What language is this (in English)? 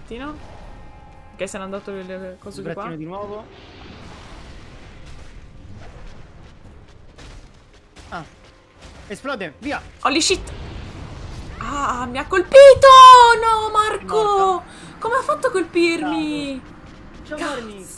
Italian